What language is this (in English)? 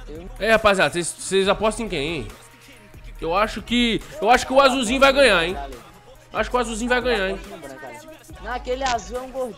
Portuguese